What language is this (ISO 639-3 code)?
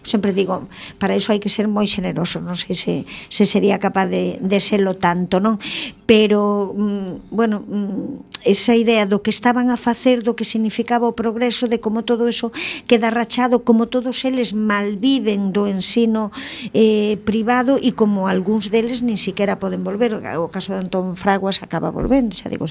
glg